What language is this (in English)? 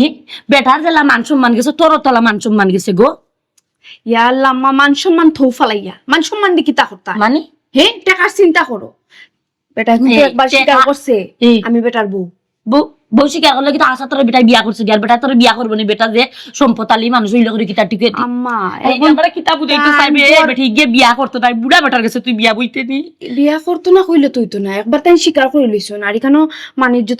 Sylheti